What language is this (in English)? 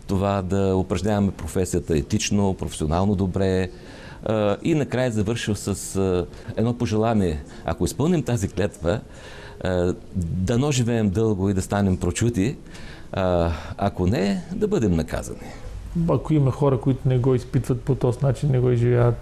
Bulgarian